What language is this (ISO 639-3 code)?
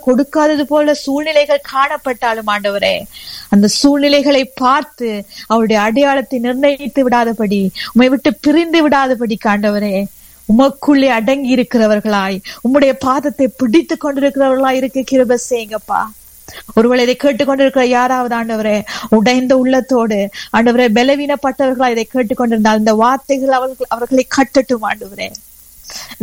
tam